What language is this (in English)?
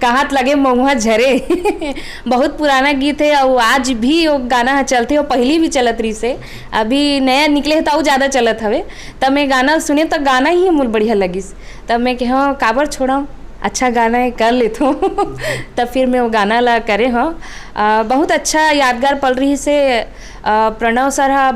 Chhattisgarhi